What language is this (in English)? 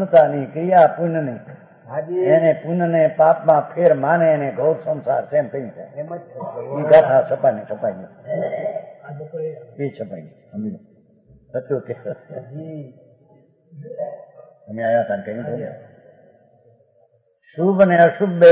Gujarati